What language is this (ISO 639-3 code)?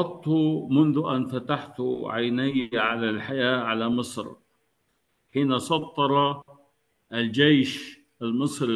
ara